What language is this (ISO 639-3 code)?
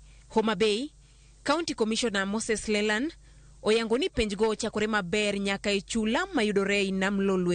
luo